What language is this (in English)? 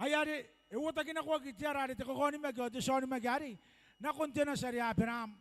Gilbertese